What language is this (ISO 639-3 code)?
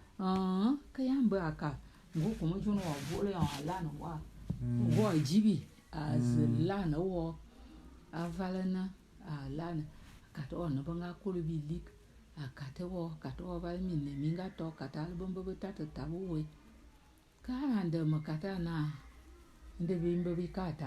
bum